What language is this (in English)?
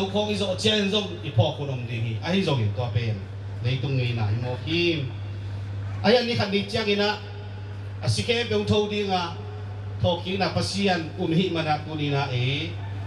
Tedim Chin